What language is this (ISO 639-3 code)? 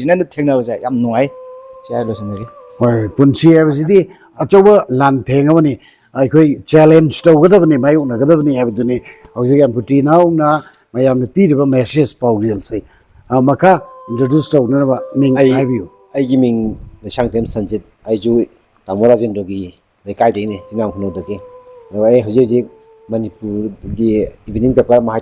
mni